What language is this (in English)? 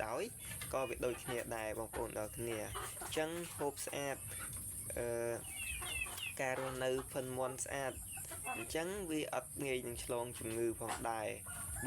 Khmer